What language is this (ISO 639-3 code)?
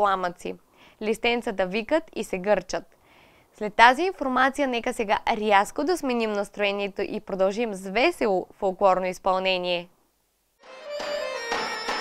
bul